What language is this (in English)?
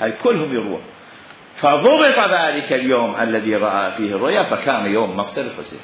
Mesopotamian Arabic